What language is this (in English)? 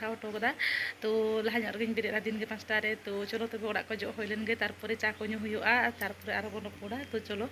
Santali